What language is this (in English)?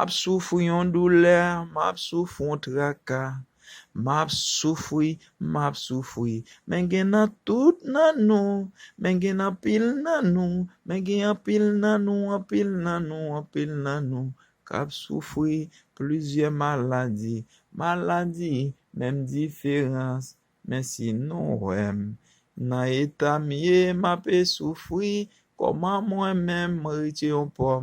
Haitian Creole